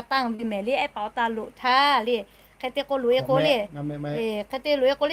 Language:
Lahu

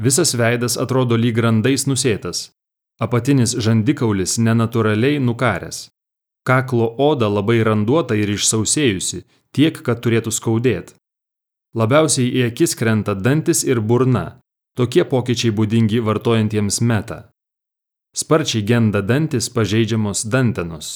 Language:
Lithuanian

